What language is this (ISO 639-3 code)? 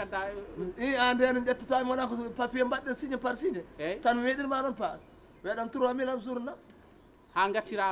ful